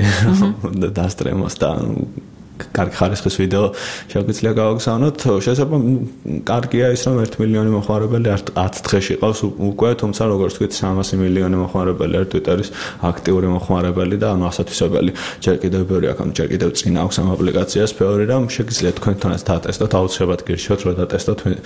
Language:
Georgian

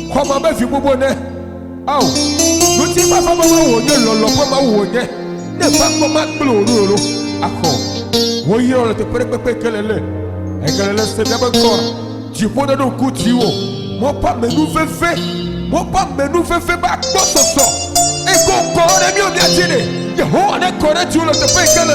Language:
Ewe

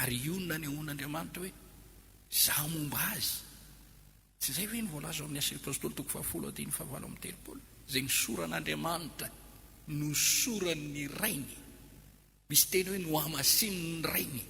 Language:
Malagasy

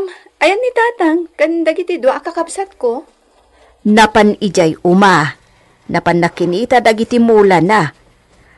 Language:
Iloko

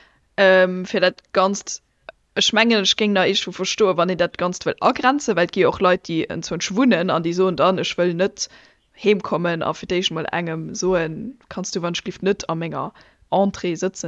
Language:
Luxembourgish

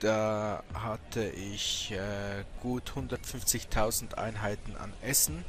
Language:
Swiss German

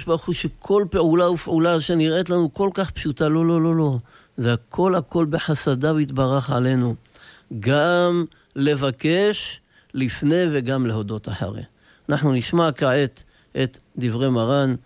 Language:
Hebrew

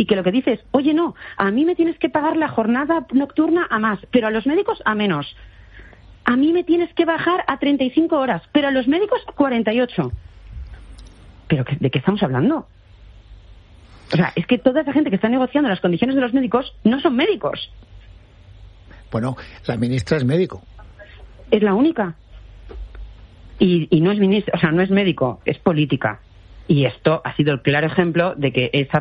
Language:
Spanish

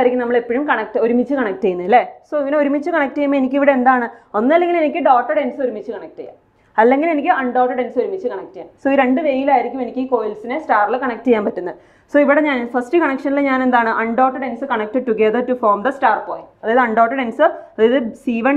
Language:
Malayalam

